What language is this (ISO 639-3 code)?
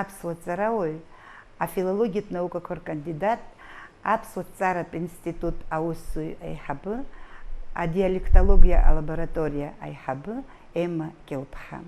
abk